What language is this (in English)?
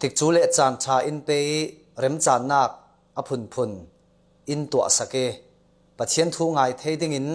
Falam Chin